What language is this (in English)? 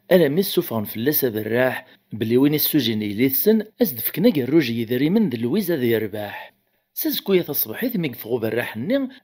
Kabyle